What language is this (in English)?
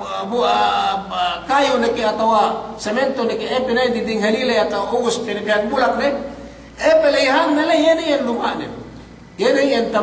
Yakan